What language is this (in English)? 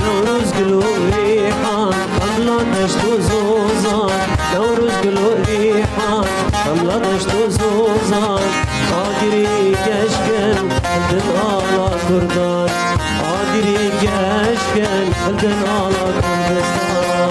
Kurdish